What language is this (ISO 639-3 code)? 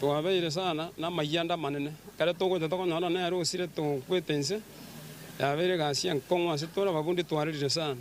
guz